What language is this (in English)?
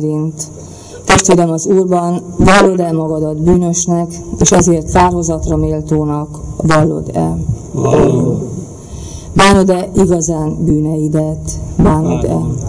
Hungarian